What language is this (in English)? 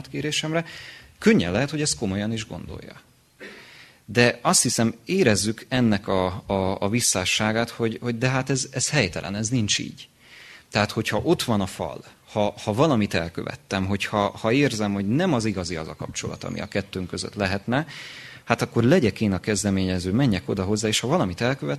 Hungarian